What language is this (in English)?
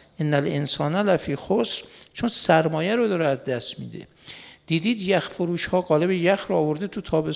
Persian